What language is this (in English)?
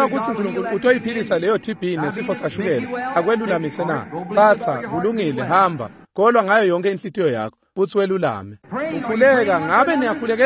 Swati